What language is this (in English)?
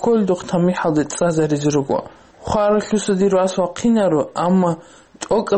Avaric